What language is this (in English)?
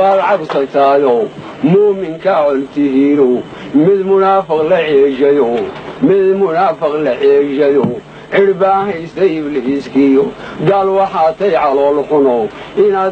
Somali